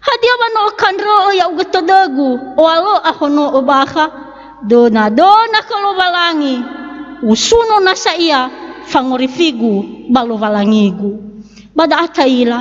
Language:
Nias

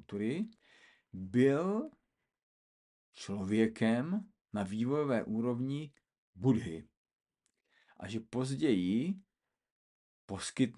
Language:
Czech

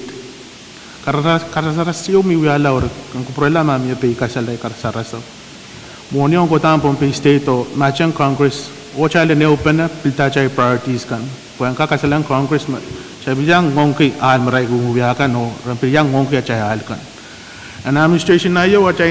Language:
Pohnpeian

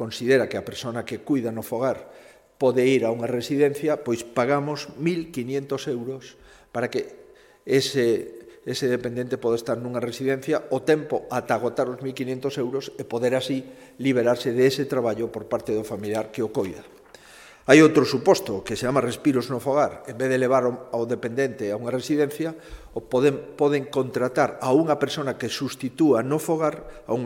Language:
Galician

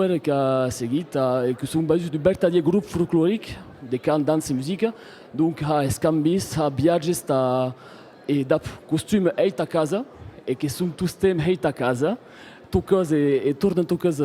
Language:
Occitan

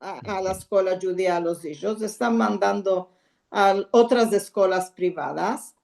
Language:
Ladino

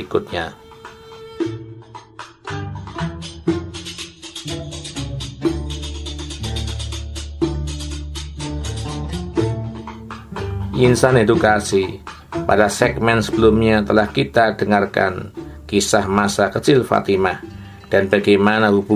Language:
Indonesian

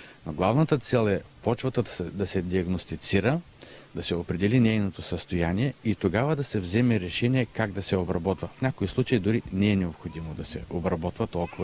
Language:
Bulgarian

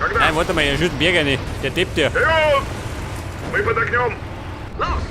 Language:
Bavarian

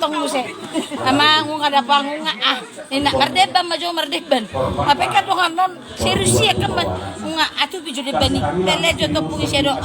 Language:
Batak Toba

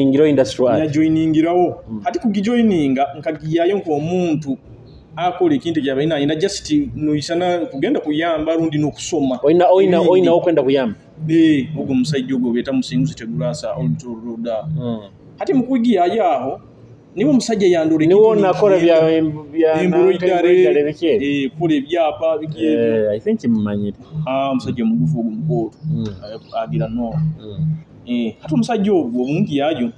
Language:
Nyoro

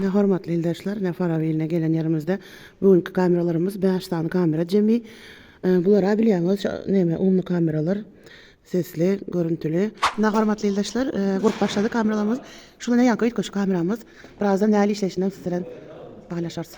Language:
Turkmen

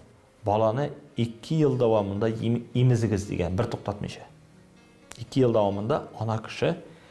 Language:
Tatar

